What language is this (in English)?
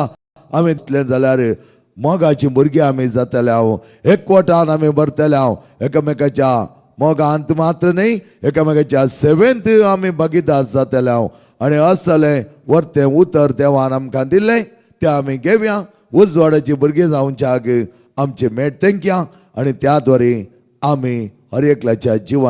Konkani